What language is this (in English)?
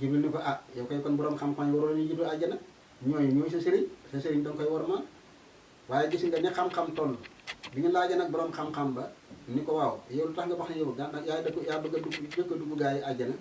Wolof